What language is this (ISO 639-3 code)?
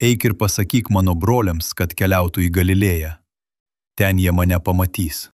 lit